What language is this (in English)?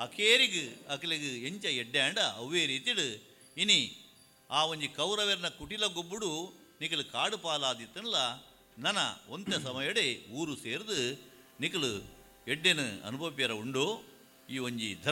Tulu